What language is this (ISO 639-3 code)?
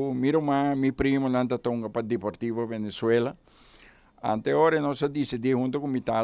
pap